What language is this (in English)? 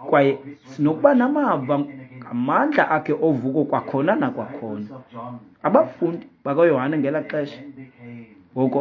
Xhosa